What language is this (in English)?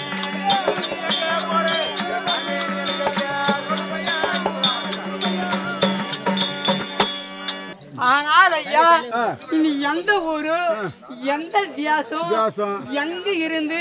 Tamil